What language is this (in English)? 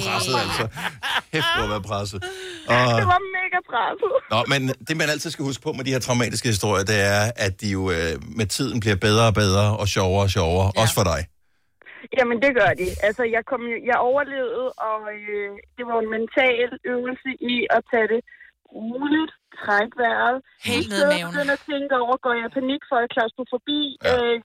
Danish